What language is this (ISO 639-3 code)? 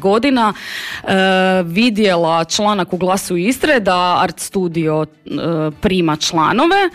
hrv